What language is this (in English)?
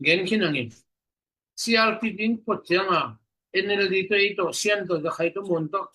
Tedim Chin